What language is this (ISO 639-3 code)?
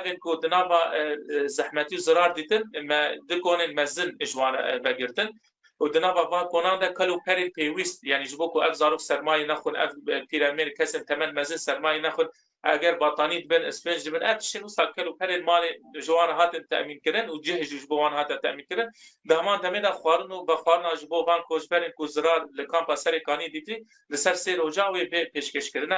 kur